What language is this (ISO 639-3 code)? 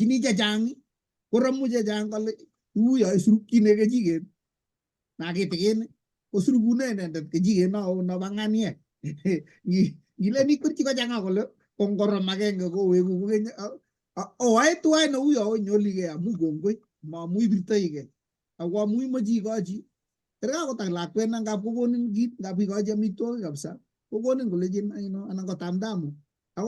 kln